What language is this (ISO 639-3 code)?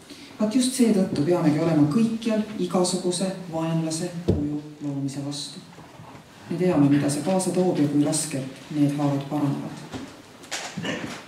est